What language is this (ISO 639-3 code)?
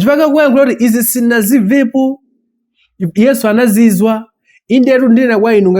nya